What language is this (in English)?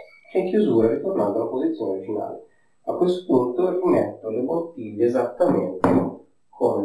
Italian